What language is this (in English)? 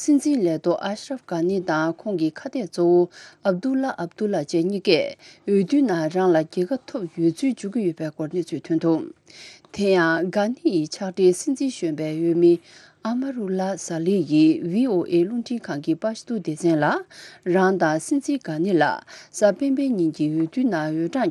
Tibetan